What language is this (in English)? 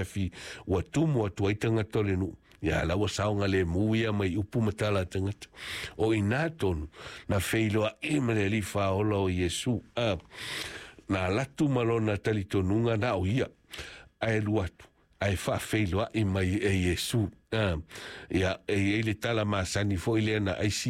Samoan